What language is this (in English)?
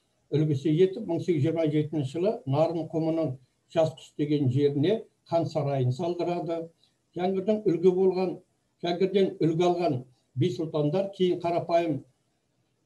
Kazakh